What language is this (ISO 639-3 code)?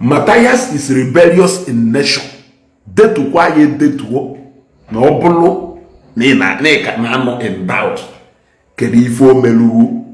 ibo